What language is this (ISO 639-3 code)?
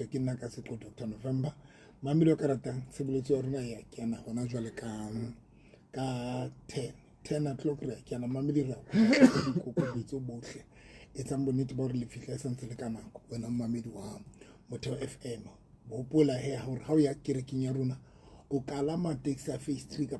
sot